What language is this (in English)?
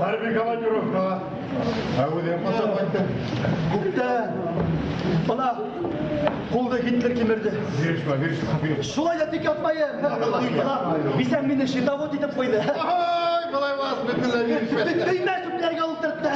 Bashkir